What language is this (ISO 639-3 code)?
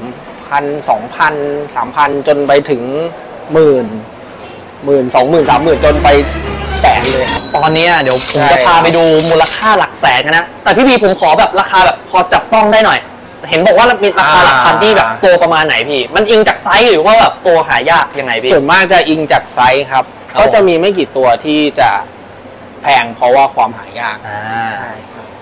tha